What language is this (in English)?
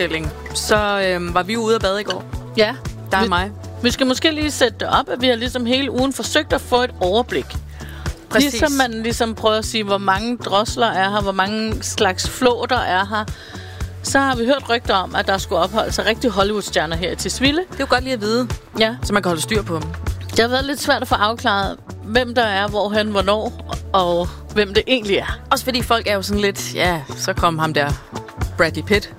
Danish